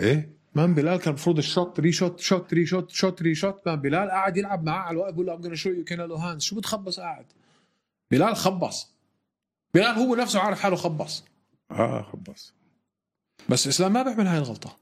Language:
North Levantine Arabic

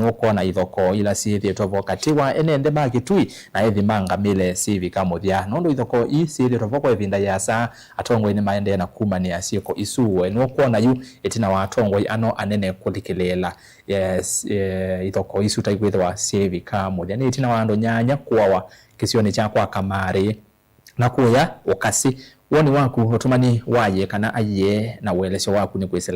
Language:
Kamba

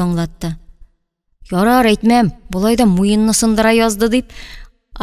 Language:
Tatar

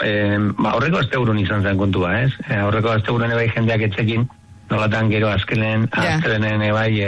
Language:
Basque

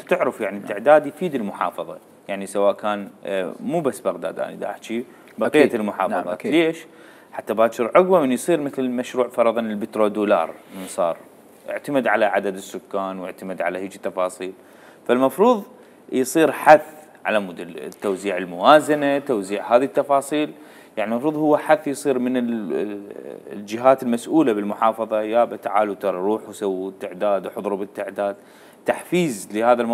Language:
Mesopotamian Arabic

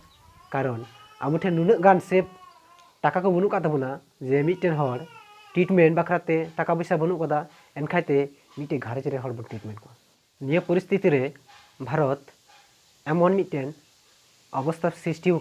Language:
Santali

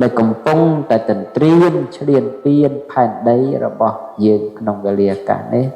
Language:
Khmer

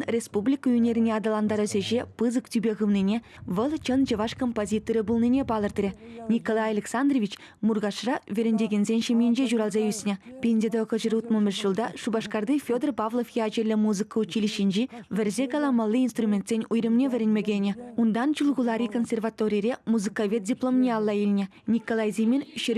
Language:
Chuvash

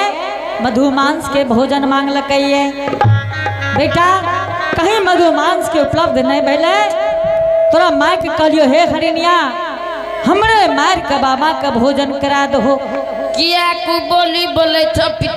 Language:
Angika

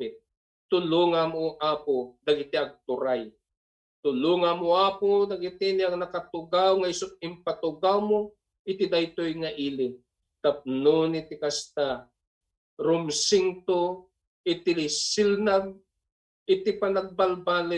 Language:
Iloko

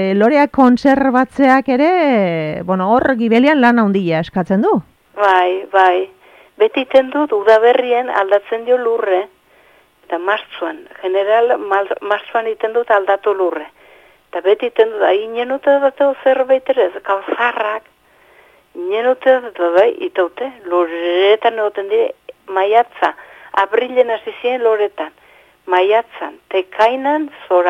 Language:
Basque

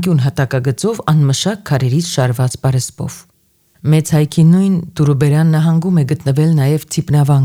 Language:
Armenian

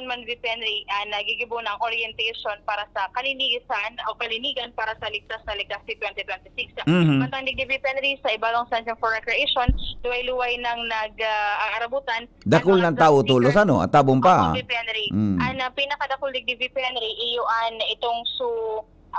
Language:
Bikol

